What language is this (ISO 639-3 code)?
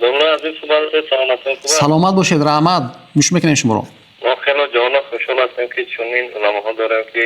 tgk